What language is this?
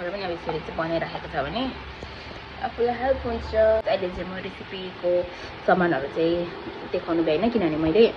Nepali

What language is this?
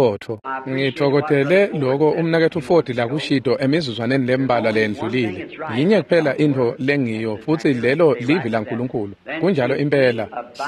Swati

